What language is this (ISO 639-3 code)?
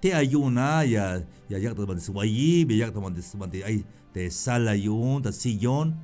tzh